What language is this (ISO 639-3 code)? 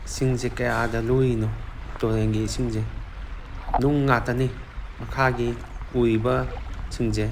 mni